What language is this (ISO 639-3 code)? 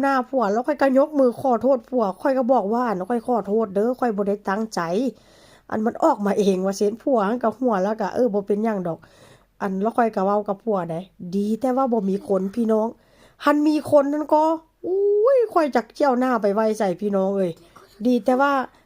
tts